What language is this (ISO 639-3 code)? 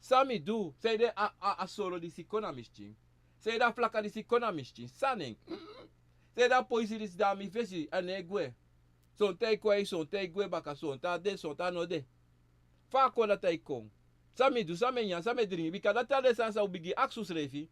srn